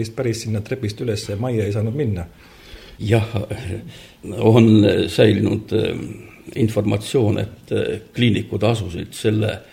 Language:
Estonian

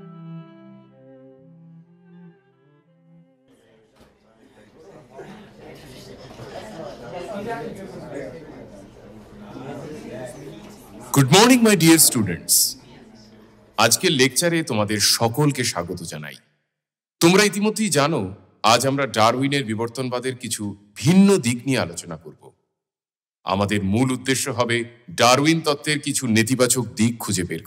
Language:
Bangla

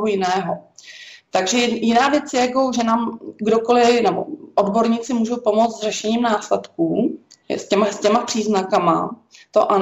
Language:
Czech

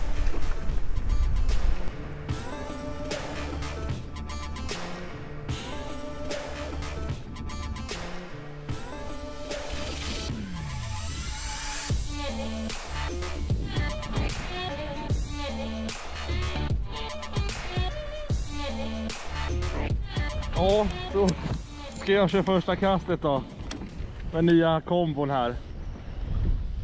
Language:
Swedish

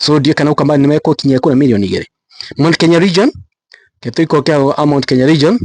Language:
Kikuyu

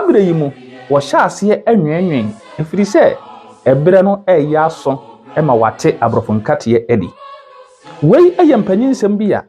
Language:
Akan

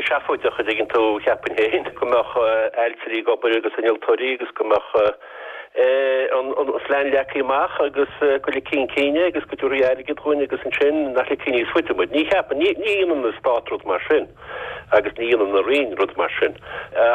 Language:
Irish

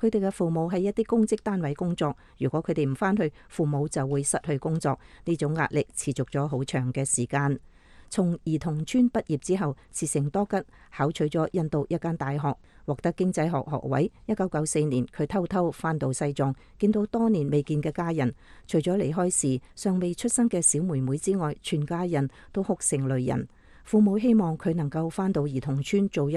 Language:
Cantonese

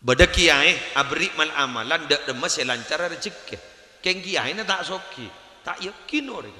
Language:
Madurese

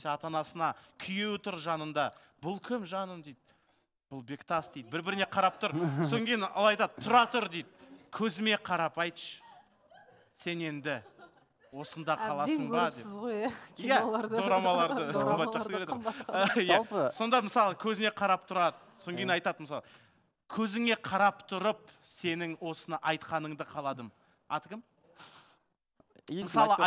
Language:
Kazakh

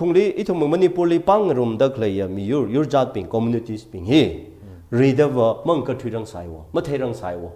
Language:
Tangkhul Naga (India)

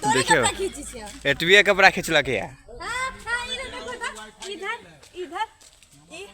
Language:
Maithili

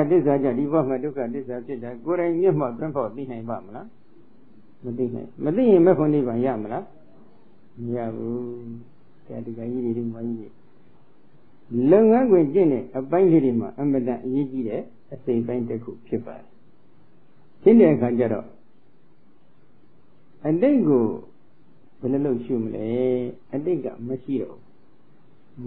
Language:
Burmese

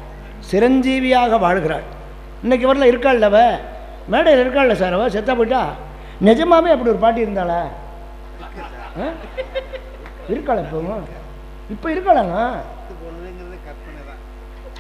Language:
Tamil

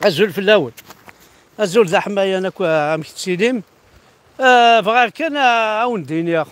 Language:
Kabyle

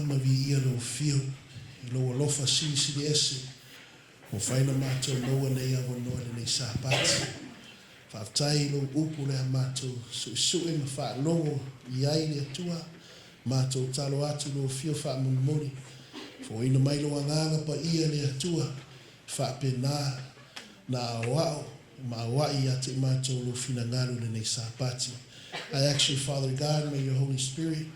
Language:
Samoan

